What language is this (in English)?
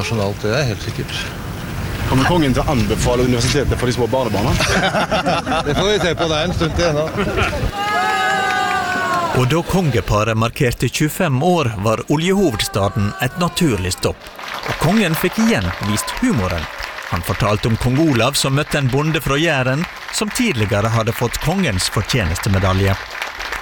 Norwegian